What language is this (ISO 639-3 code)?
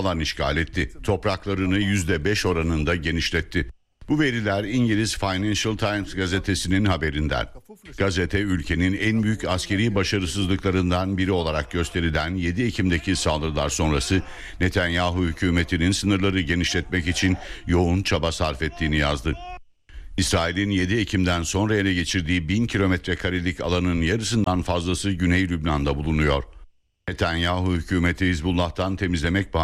tur